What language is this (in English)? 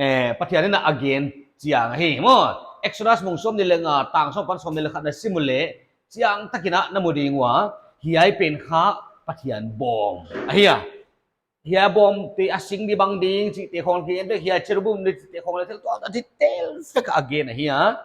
Paite Chin